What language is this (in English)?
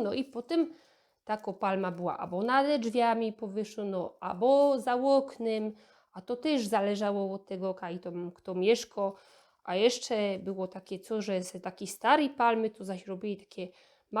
Silesian